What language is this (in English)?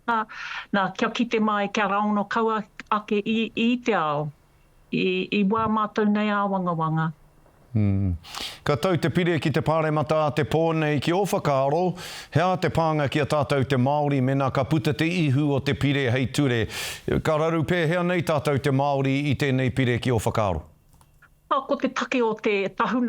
Māori